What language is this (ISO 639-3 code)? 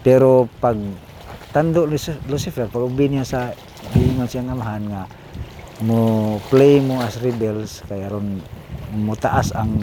ceb